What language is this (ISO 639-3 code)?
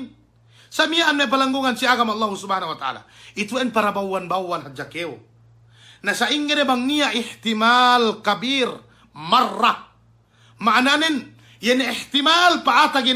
yka